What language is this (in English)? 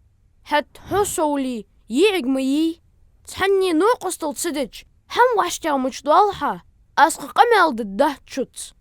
Ingush